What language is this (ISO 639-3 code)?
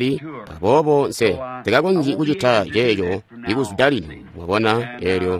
toi